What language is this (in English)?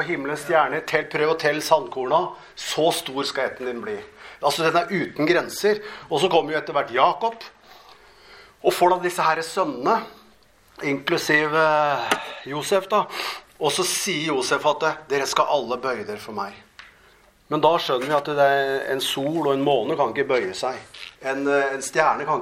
Norwegian